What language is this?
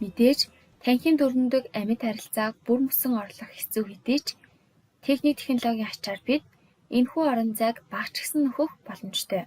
Mongolian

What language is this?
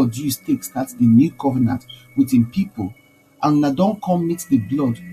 Nigerian Pidgin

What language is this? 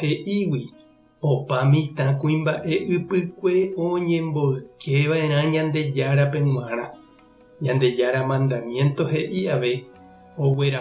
Guarani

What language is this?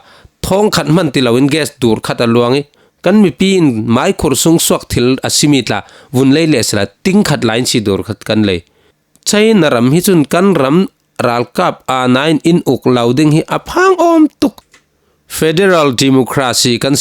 Falam Chin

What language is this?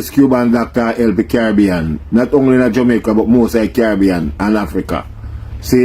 Jamaican Creole English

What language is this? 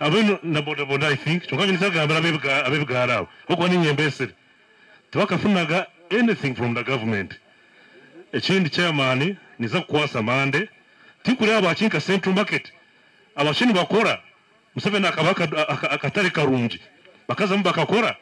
Nyankole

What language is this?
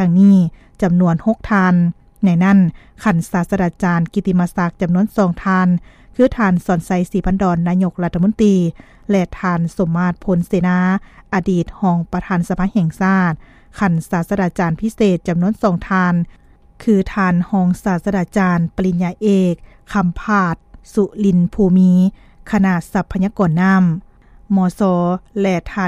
Lao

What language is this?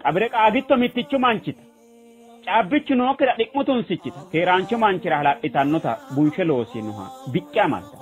Sidamo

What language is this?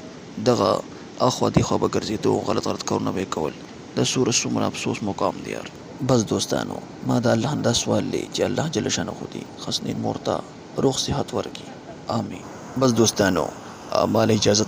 Pashto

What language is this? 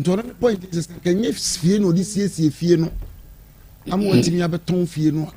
Akan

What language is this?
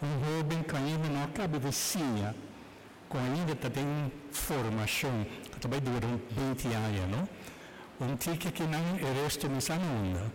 Papiamento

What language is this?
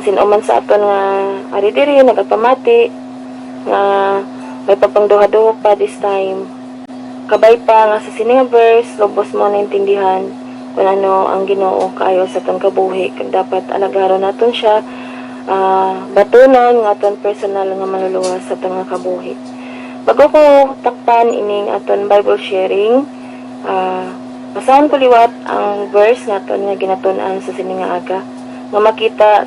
Hiligaynon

